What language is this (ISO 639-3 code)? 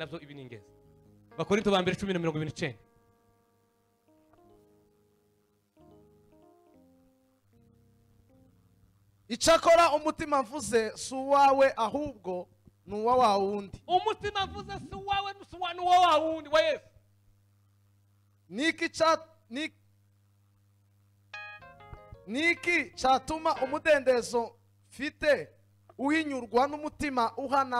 kin